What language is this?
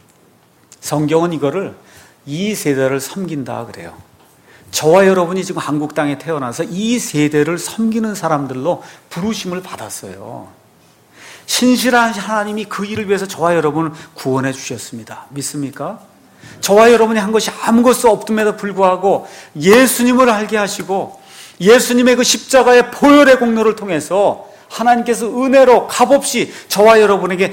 Korean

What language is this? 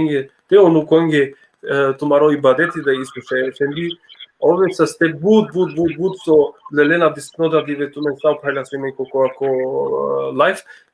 Balkan Romani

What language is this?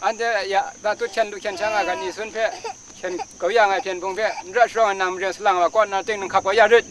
Kachin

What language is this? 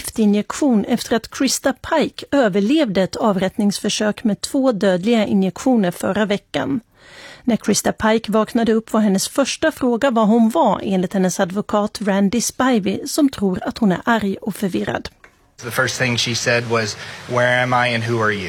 Swedish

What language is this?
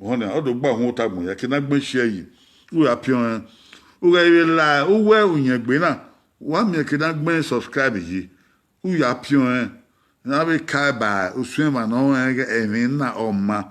Bini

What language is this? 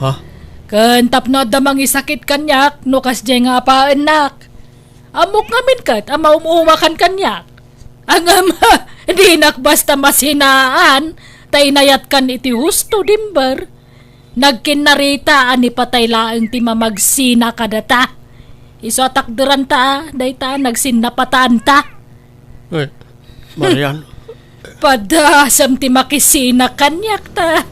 Iloko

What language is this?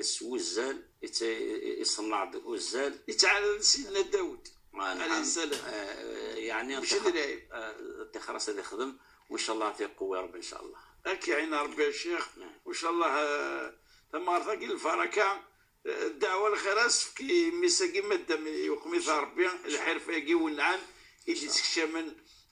Kabyle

